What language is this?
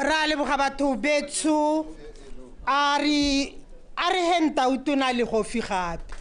Tswana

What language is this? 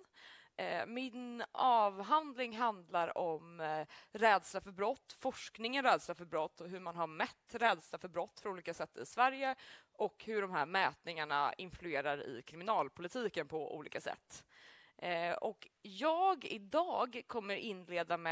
Swedish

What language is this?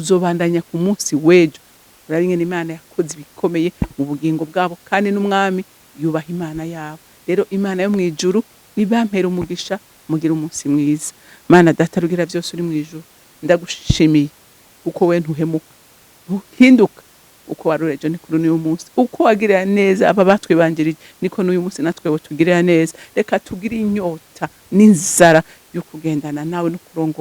Rundi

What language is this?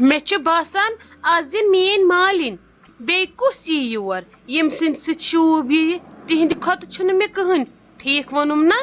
Kashmiri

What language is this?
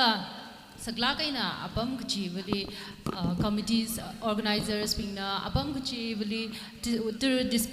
Tangkhul Naga (India)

